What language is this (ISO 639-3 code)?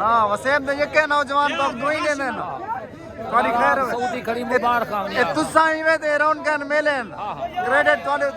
skr